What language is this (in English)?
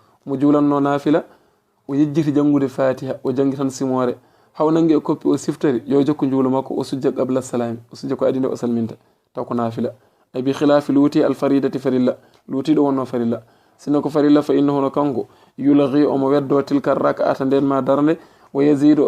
Fula